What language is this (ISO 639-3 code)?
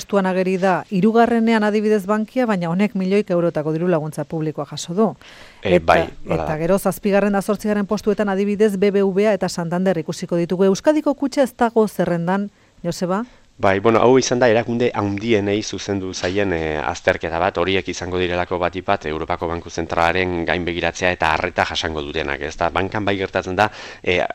eus